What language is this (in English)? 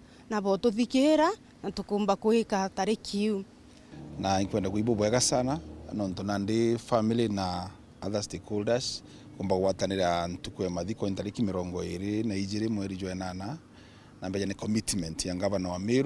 Meru